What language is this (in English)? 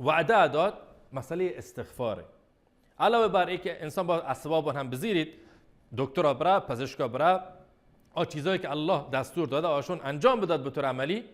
Baluchi